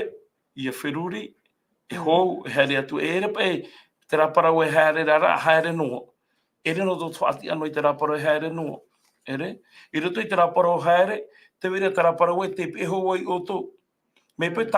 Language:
Tahitian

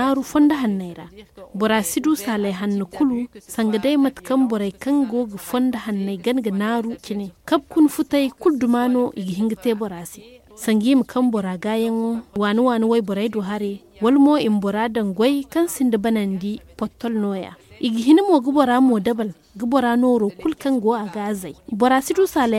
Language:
Zarma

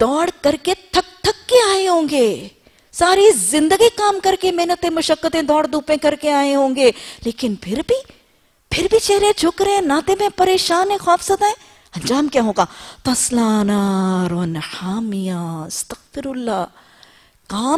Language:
Urdu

